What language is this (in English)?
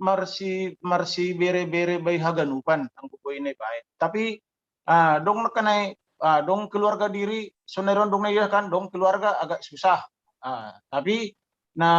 Batak Simalungun